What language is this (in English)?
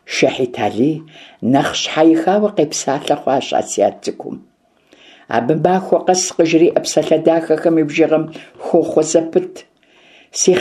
Kabardian